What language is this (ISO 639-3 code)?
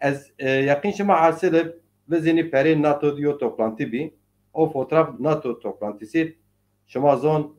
zza